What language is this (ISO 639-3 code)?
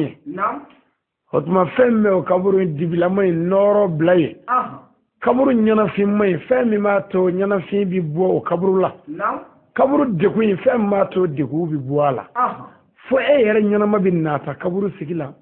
bam